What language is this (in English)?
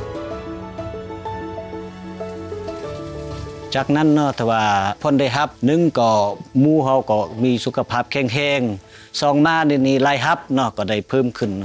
Lao